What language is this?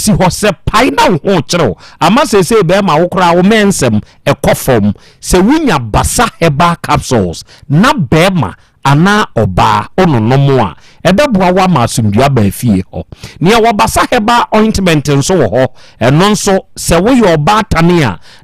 Akan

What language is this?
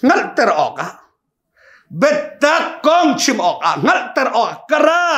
Hakha Chin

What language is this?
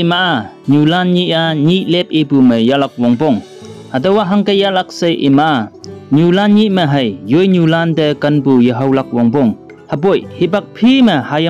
Konyak Naga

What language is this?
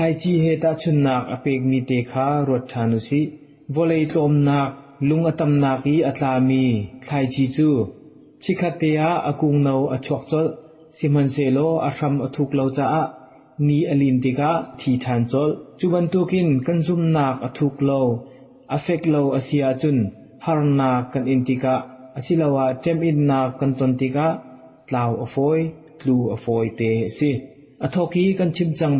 Hakha Chin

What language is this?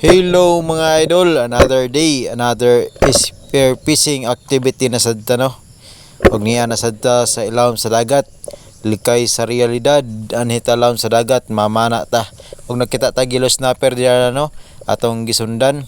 Cebuano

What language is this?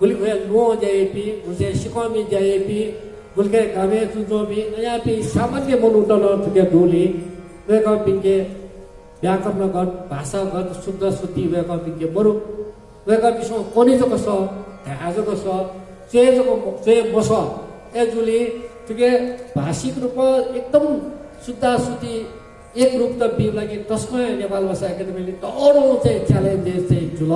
Newari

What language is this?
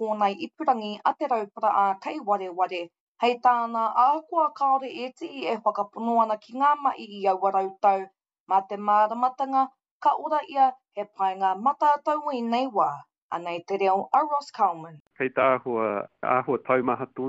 Māori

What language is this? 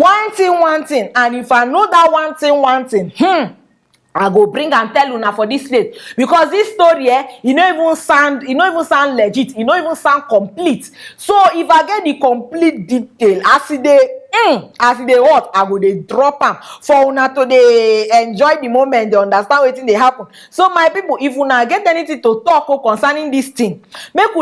Nigerian Pidgin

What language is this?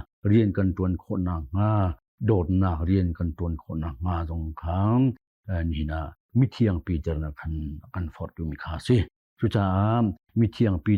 Hakha Chin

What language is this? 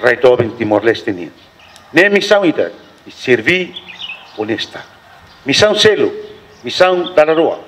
Tetum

